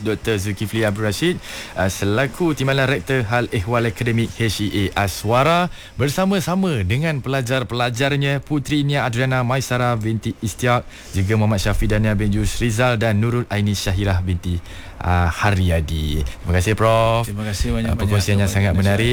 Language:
Malay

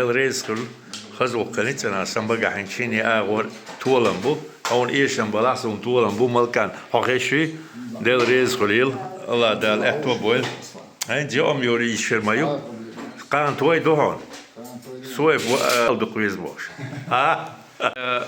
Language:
Chechen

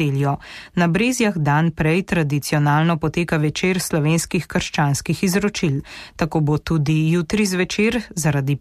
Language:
Slovenian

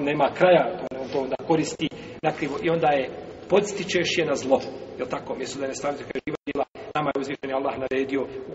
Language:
Bosnian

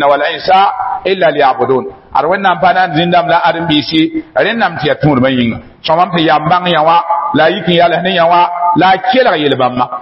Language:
Mossi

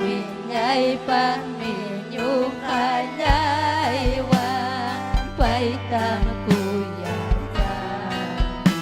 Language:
Ayacucho Quechua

